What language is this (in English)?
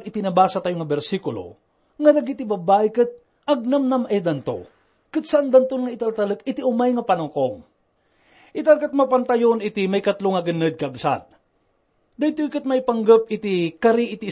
Iloko